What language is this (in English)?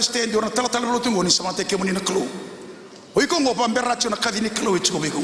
Fijian